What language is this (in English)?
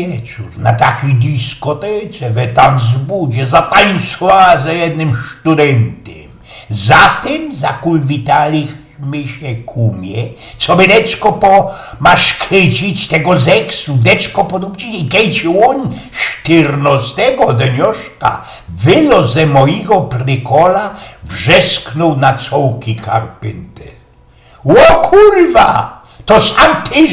Silesian